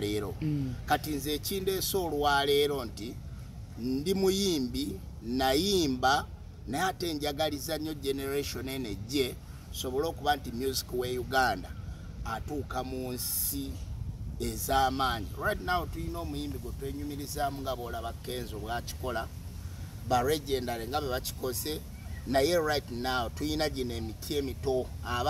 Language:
Ganda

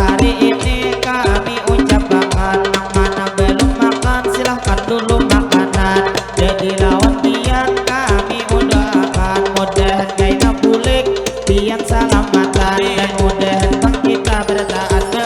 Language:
Banjar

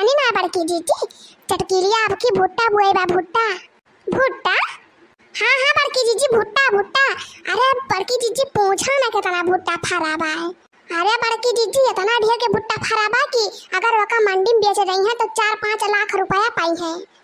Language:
Awadhi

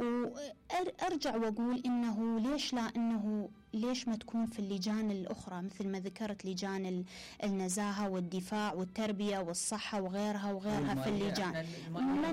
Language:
Mesopotamian Arabic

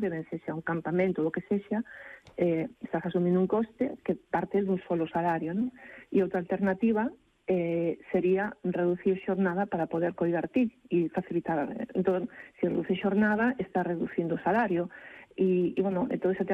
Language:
Galician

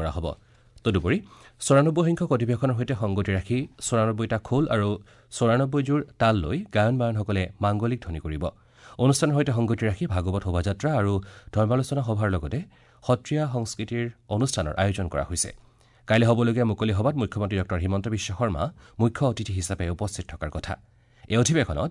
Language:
Assamese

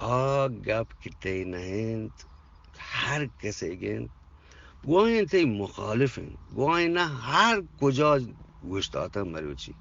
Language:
Eastern Balochi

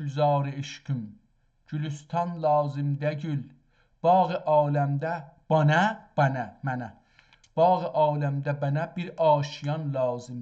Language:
South Azerbaijani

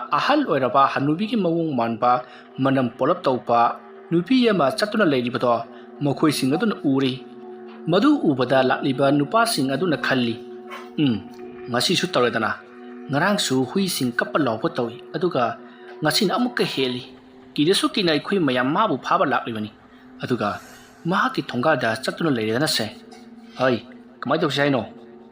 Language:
Manipuri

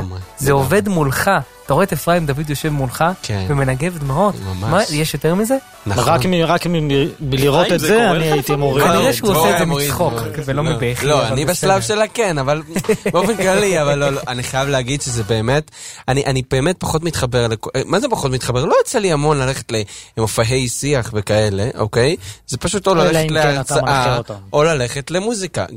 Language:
Hebrew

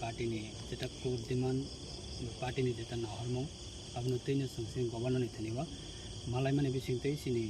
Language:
Kok Borok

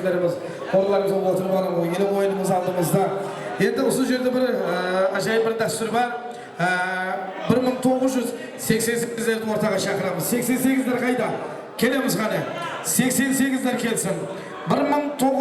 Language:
Kara-Kalpak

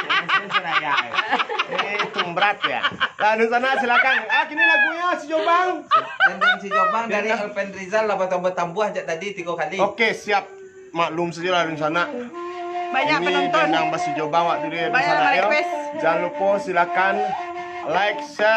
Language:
Minangkabau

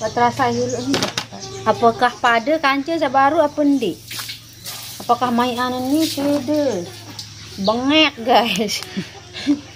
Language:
Sasak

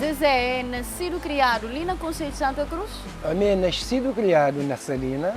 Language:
Kabuverdianu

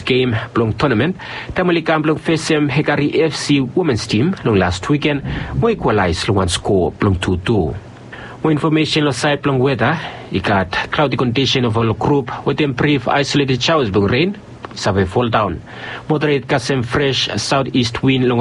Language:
Bislama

